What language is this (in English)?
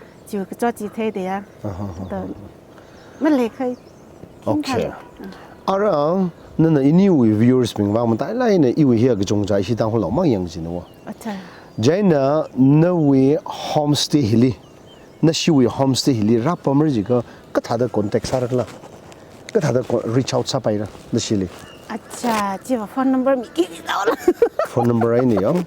Tangkhul Naga (India)